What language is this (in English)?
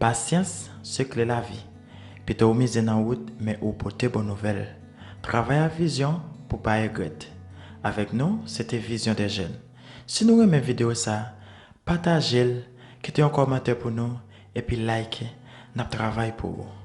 Haitian Creole